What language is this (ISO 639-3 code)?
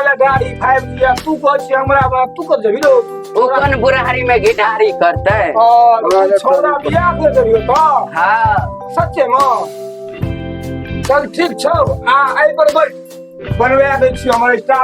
mai